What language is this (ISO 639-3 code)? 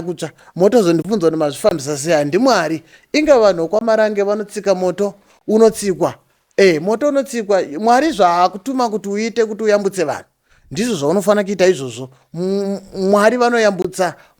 sna